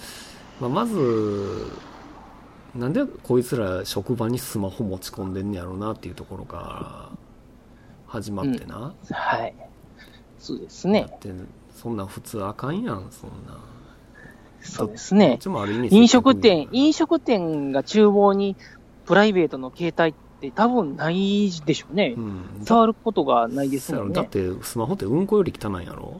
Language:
Japanese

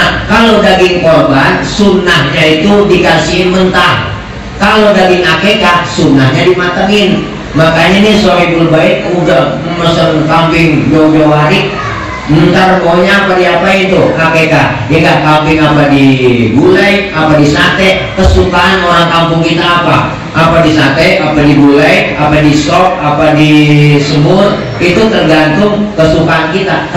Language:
Betawi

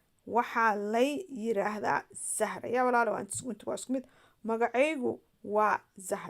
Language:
Somali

